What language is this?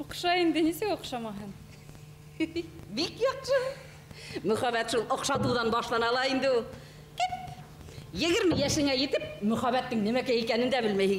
Bashkir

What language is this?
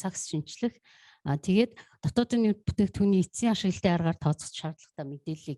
Mongolian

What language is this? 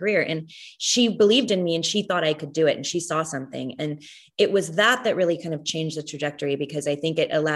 English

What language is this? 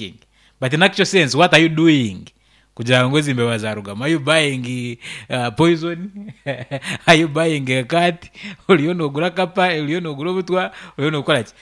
Nyankole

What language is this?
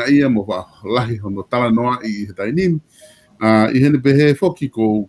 Tongan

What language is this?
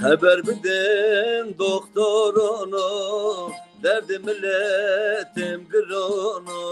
Zaza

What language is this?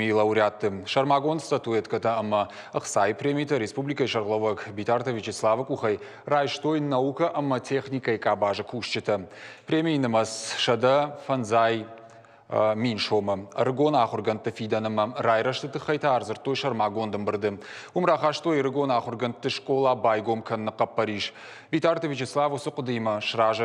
Ossetic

